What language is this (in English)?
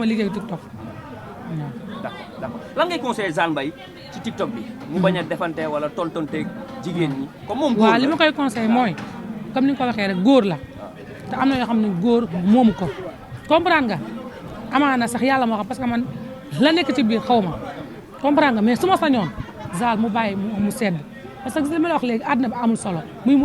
Wolof